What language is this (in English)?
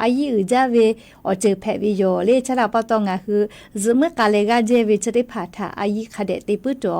Lahu